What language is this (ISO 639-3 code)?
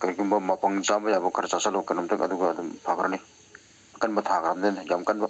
mni